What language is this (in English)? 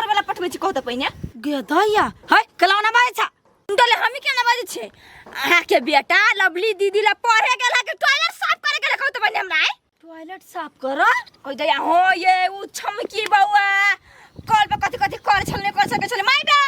Maithili